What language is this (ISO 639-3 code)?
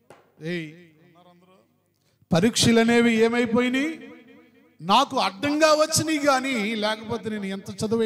tel